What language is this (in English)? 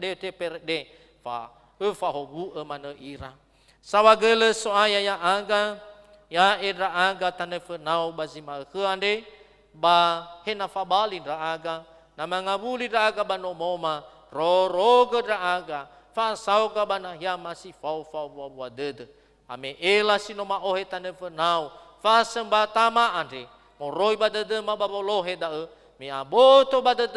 Nias